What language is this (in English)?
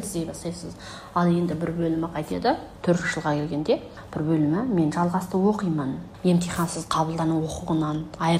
Kazakh